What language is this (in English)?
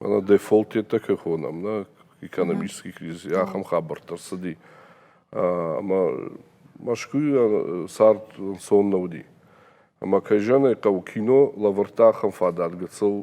Ossetic